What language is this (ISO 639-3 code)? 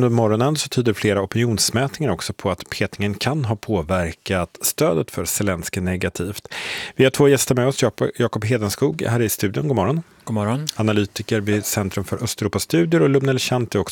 swe